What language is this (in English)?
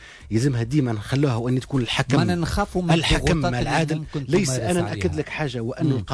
Tunisian Arabic